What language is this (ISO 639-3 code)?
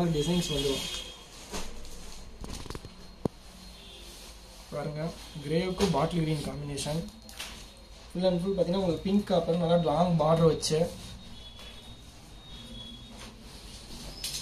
tam